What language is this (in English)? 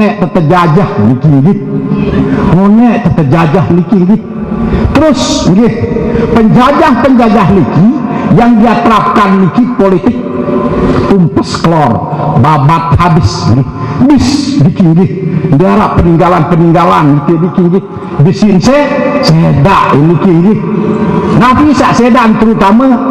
Sasak